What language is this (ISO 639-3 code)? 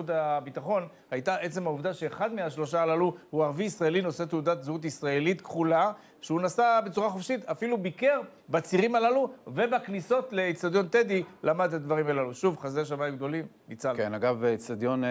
heb